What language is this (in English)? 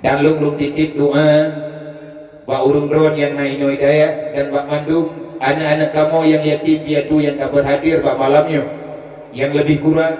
Achinese